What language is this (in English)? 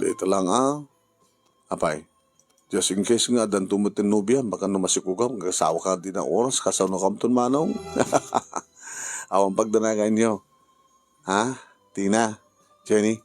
Iloko